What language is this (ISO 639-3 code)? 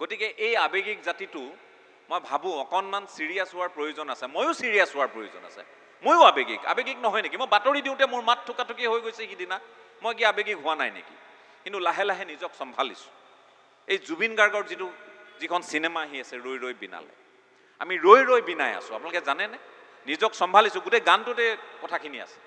asm